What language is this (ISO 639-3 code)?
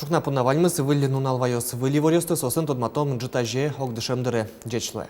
udm